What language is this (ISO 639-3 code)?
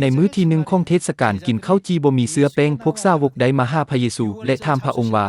lao